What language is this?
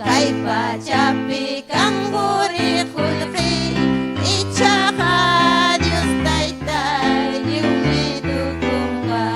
Ayacucho Quechua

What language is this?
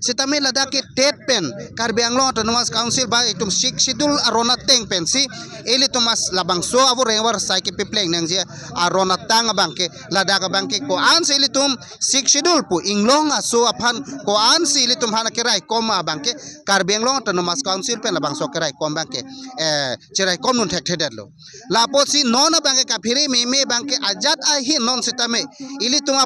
Karbi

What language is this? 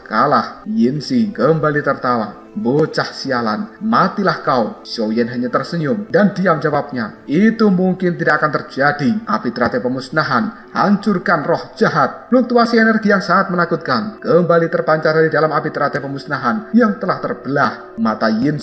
Indonesian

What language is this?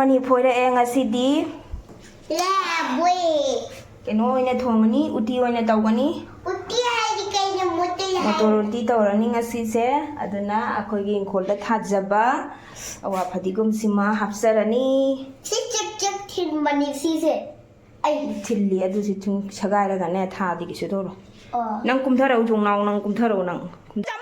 Manipuri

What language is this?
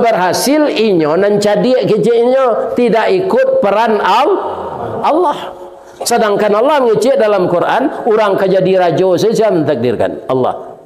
Minangkabau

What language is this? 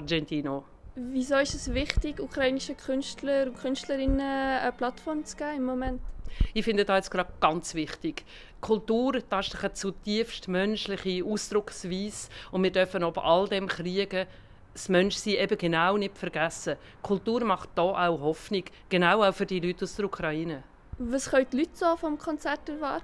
Swiss German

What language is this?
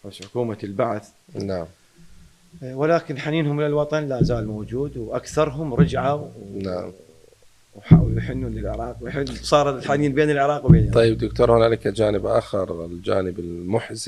Mesopotamian Arabic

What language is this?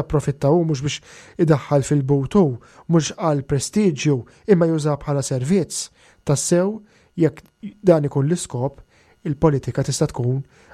Maltese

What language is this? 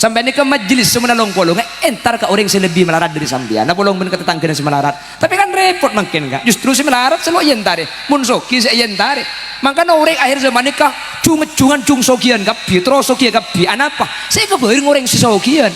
Madurese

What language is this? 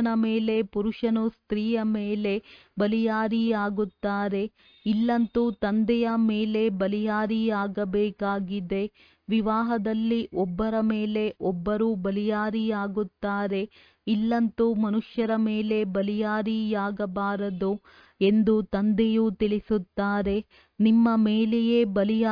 Kannada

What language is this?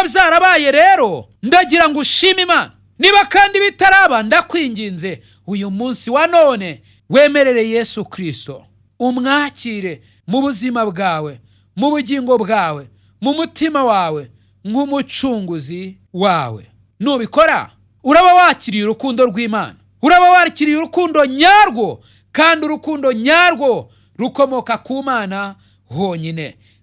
Kinyarwanda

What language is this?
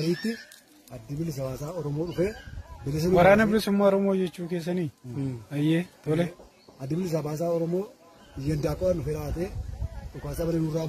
Oromo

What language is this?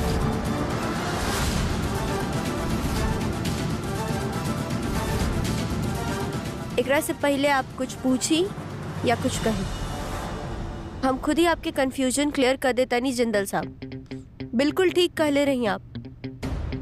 Bhojpuri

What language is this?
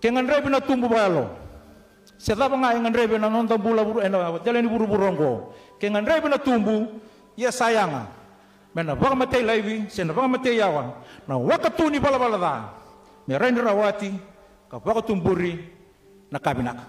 Fijian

